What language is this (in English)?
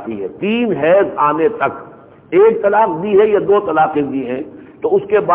Urdu